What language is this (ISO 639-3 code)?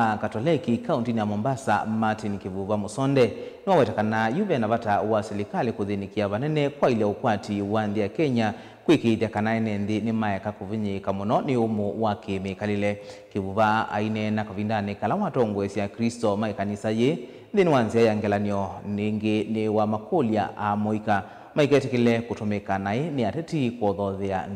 kam